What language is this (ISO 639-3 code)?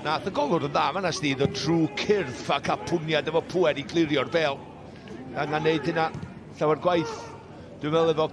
cym